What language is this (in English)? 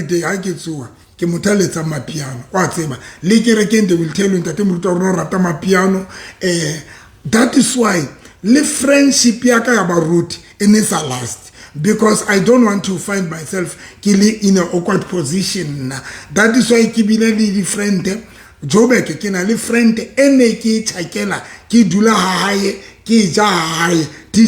Southern Sotho